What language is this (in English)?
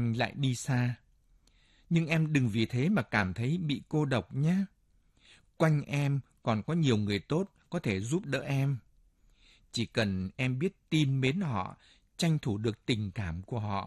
Vietnamese